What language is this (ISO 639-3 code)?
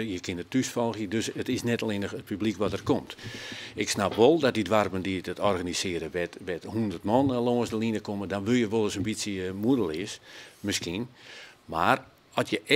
fry